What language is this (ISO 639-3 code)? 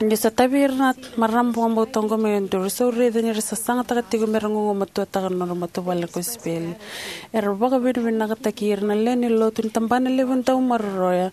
fij